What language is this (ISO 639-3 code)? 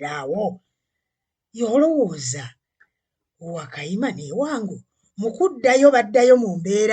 lug